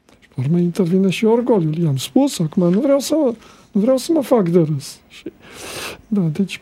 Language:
Romanian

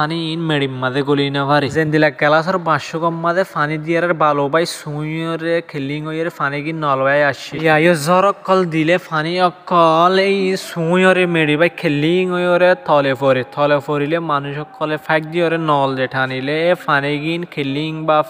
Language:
Rohingya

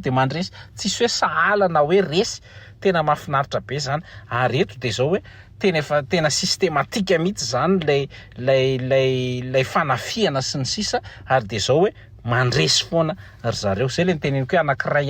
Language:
Malagasy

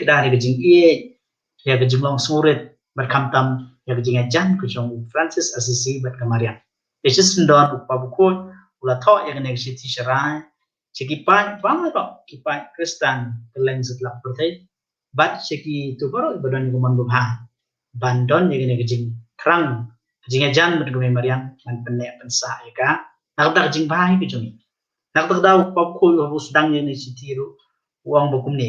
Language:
Khasi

